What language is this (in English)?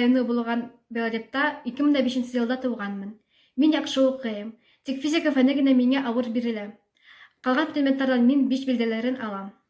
Bashkir